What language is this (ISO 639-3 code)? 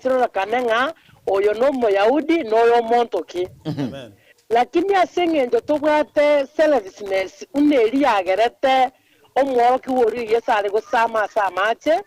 guz